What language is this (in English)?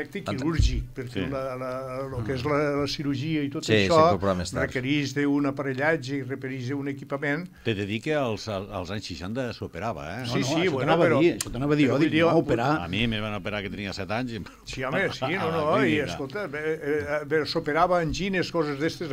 Catalan